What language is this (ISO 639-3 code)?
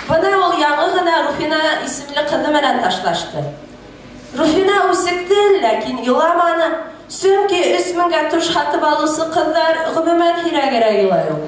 bak